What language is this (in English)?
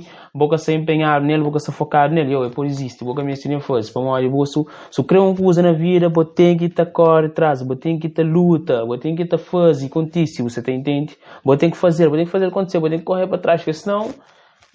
Kabuverdianu